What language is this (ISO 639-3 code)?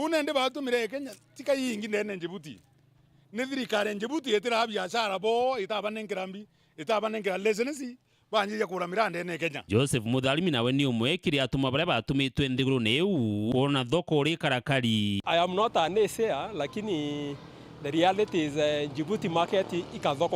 mer